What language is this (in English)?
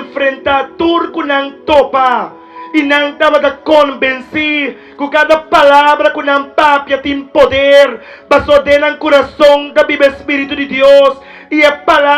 Papiamento